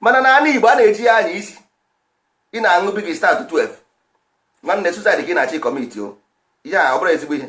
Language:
Igbo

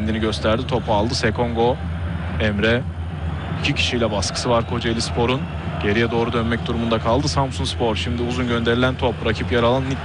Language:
Turkish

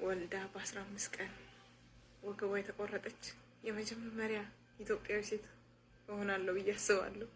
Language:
Amharic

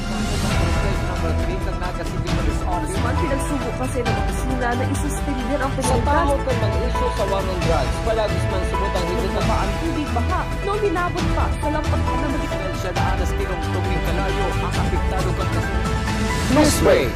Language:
Bikol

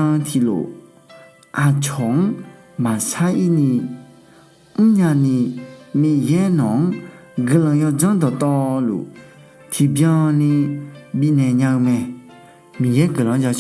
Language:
Akha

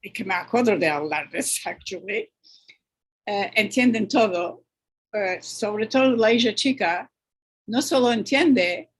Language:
Ladino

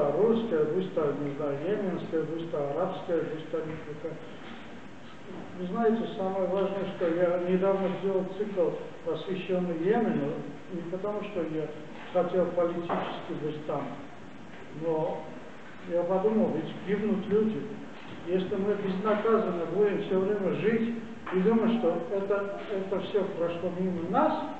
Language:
Russian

